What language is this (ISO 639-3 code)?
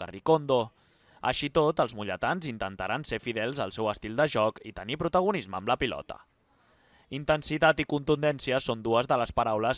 cat